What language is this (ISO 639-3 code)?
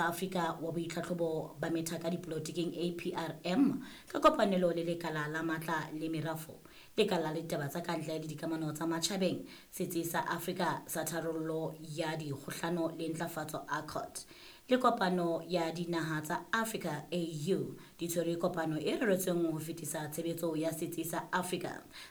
sot